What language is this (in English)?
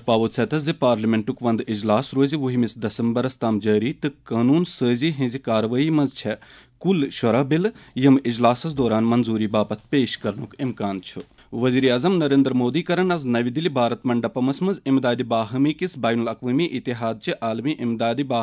Kashmiri